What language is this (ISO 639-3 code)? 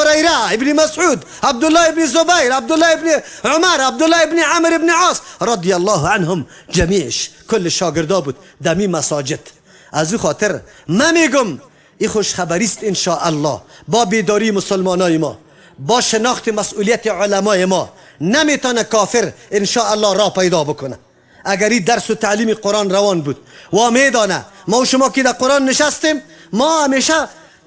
fas